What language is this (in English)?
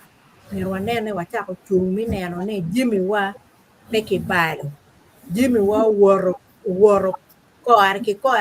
Acoli